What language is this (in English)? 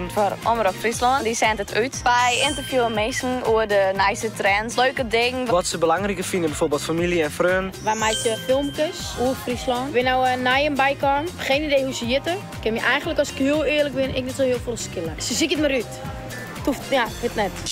Western Frisian